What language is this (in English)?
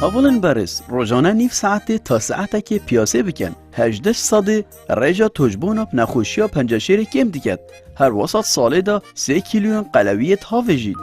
Kurdish